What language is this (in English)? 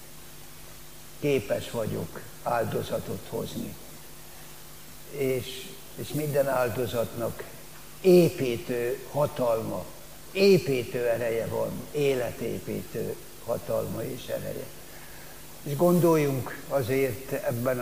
Hungarian